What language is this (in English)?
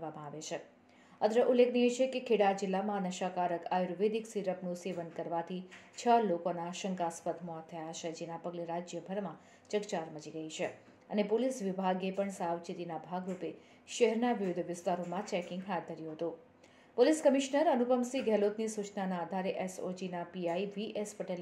Gujarati